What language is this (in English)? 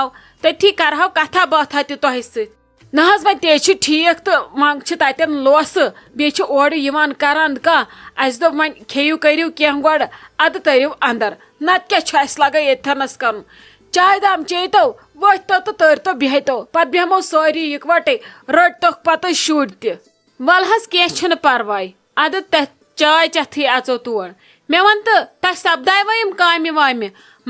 Kashmiri